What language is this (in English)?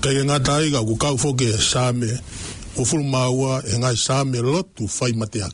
Tongan